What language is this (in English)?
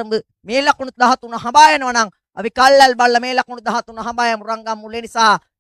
Sinhala